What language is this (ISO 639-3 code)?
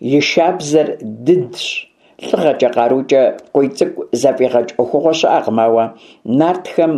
kbd